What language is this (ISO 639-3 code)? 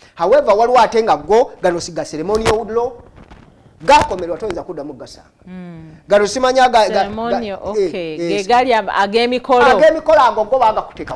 lug